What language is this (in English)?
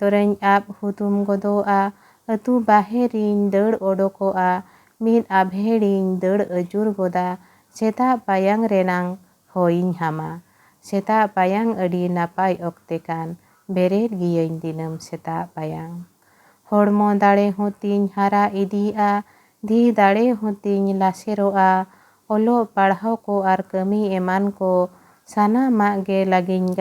Santali